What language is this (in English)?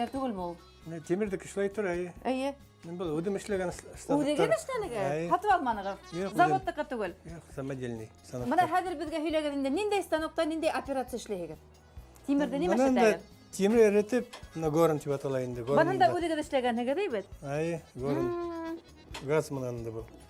Bashkir